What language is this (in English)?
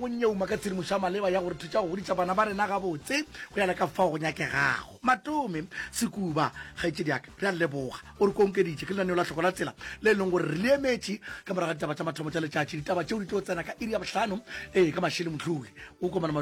Northern Sotho